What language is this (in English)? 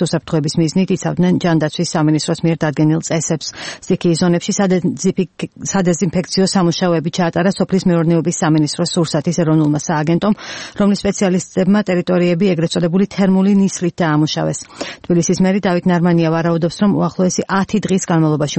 Georgian